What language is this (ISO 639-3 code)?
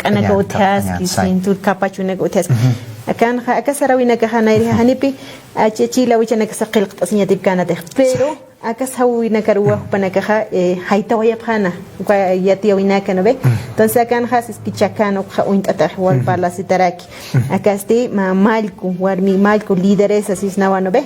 aym